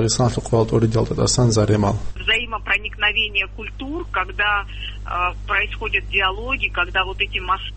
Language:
Avaric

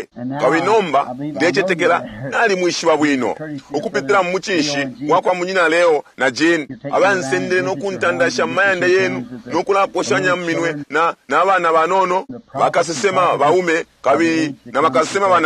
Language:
Bemba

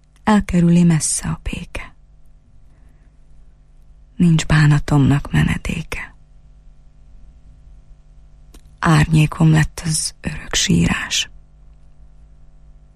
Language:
Hungarian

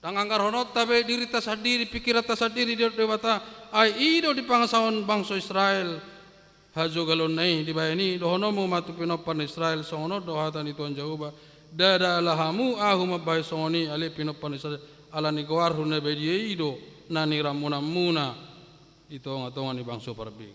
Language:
Batak Toba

